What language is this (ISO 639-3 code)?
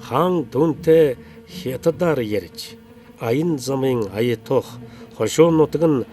mon